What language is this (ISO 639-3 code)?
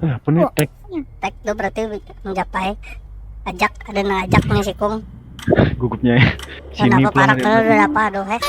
bjn